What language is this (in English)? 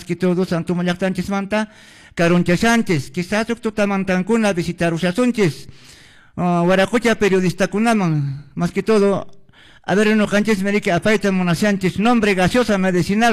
Quechua